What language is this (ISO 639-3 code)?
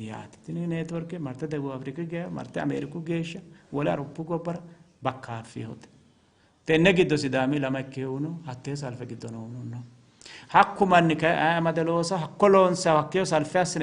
sid